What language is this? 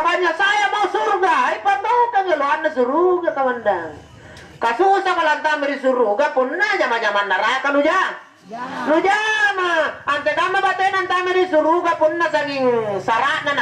Makasar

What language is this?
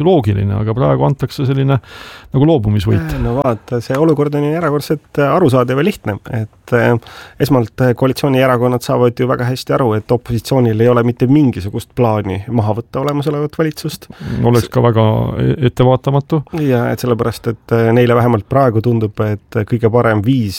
Estonian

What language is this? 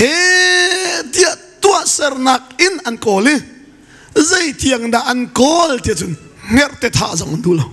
Hakha Chin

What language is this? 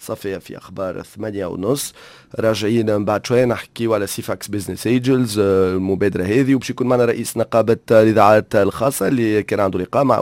Tunisian Arabic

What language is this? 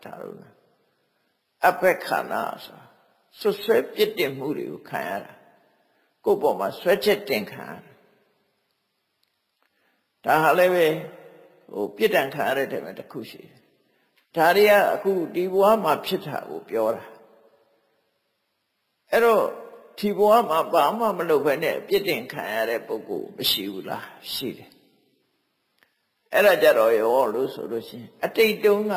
Burmese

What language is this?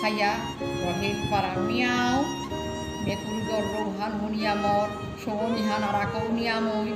Bishnupriya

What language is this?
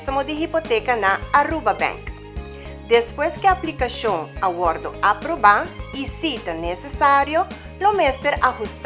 Papiamento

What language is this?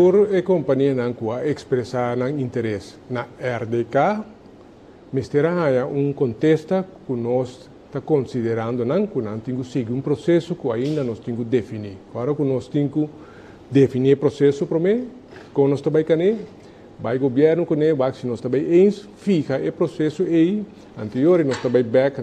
Papiamento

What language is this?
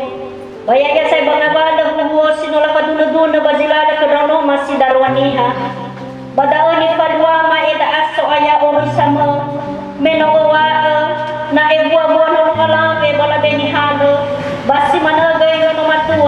Nias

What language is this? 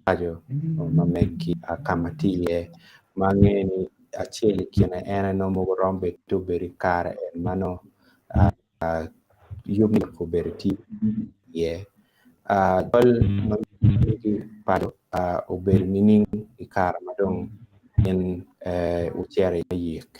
Acoli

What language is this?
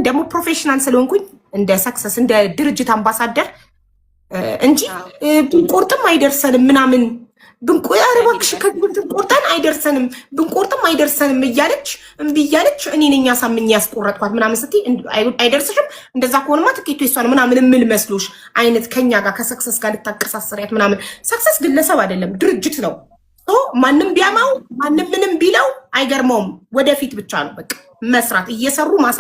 Amharic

